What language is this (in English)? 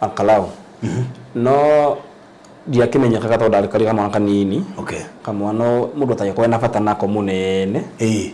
Kikuyu